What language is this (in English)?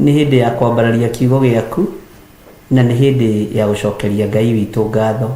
Kikuyu